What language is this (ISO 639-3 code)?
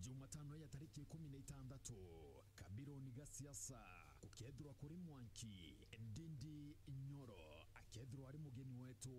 mer